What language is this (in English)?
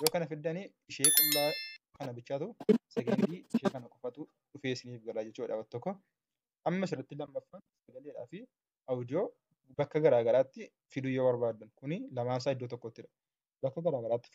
Oromo